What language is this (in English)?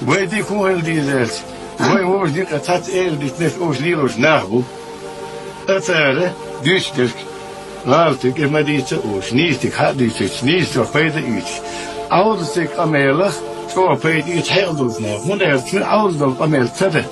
Chechen